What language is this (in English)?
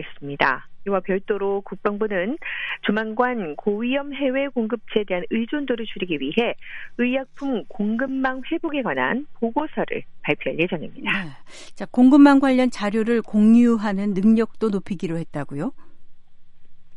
Korean